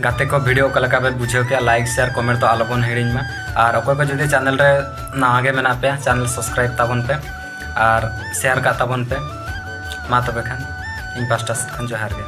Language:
Santali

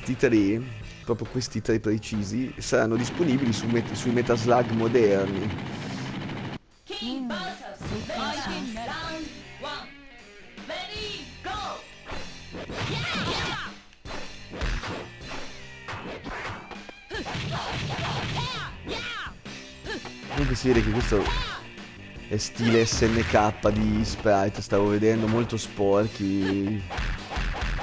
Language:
Italian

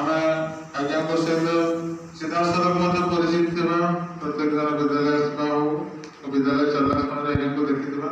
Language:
Odia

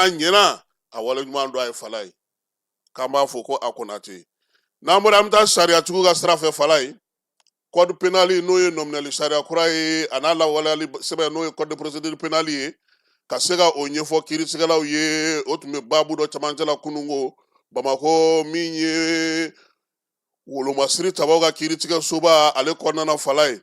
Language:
Bambara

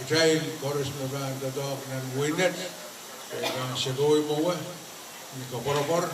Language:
Pohnpeian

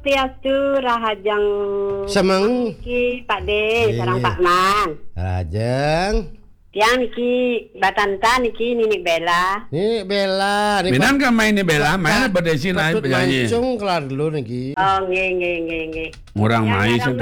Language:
Balinese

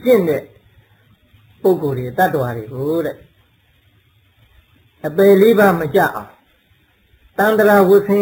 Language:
Burmese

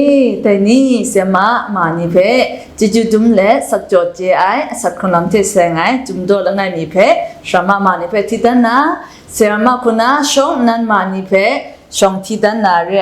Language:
Kachin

